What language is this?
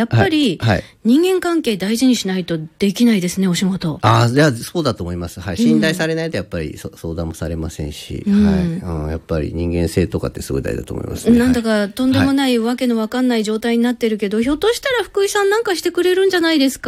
Japanese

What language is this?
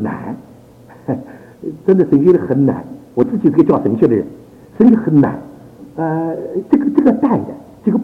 Chinese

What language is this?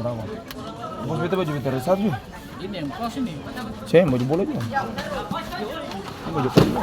Ambonese Malay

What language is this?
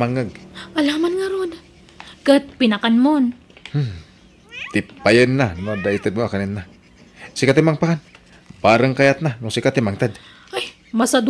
Iloko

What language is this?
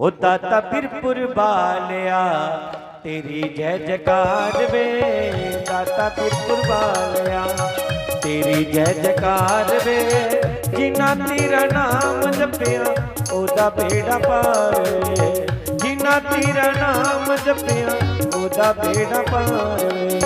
Dogri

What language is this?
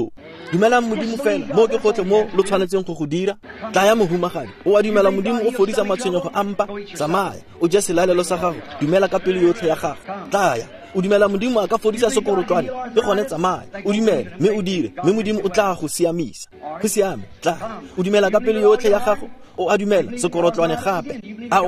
Tswana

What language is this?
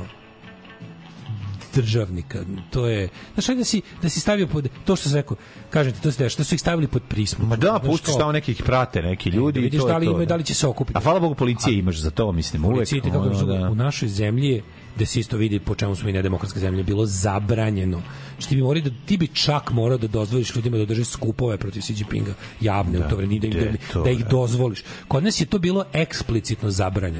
Serbian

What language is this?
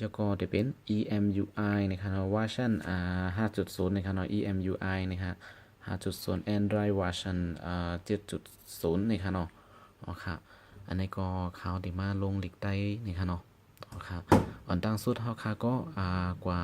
Shan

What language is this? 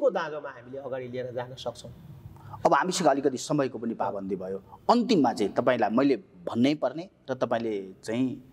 Nepali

